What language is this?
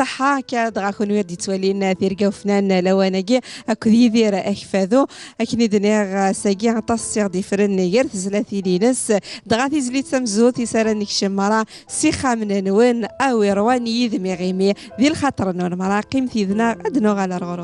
Kabyle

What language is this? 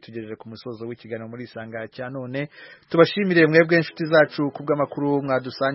Kinyarwanda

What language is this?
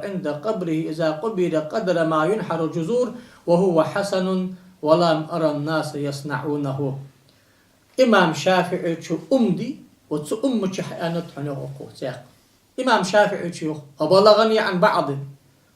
Ingush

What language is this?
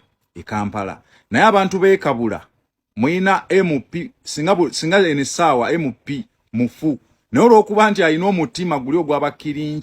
Ganda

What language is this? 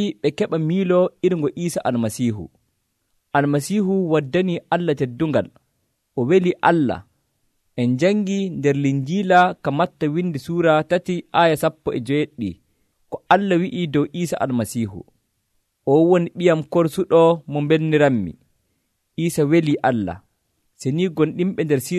Nigerian Fulfulde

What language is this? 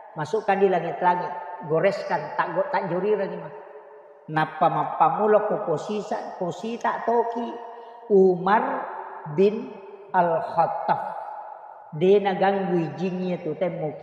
Buginese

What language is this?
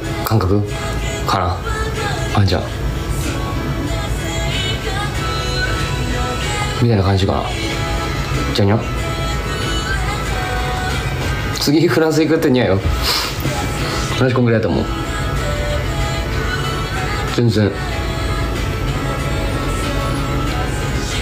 Japanese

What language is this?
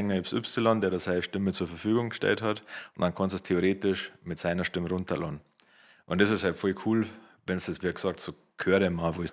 Bavarian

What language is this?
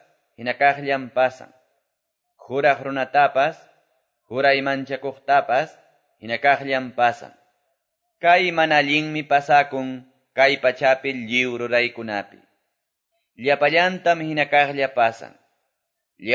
Quechua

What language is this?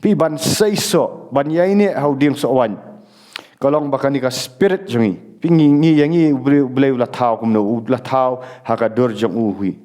Khasi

